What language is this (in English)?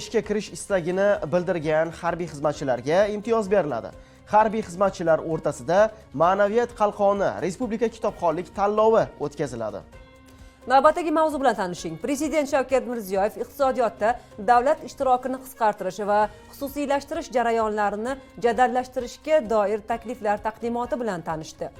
Uzbek